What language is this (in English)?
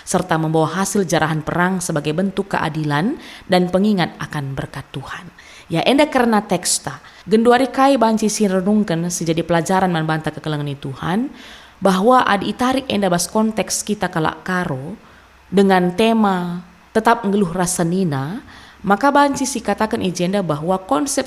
Batak Karo